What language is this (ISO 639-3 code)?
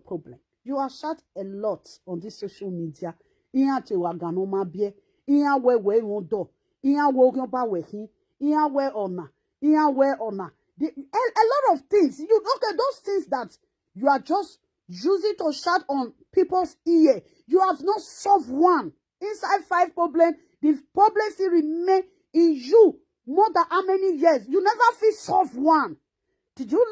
pcm